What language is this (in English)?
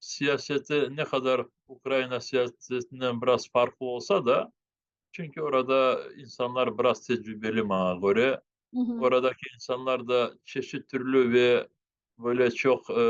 Crimean Tatar